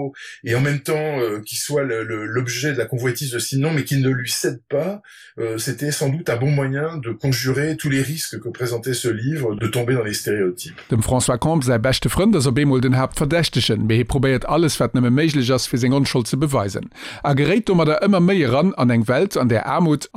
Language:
Luxembourgish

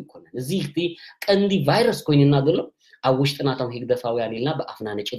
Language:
Tigrinya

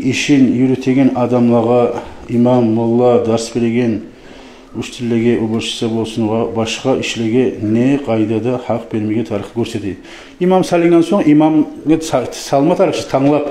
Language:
Kumyk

